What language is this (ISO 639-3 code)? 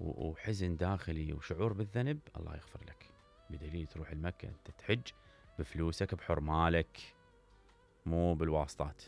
acm